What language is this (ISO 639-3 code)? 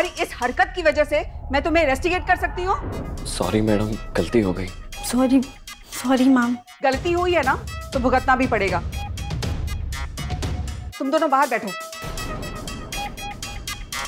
hin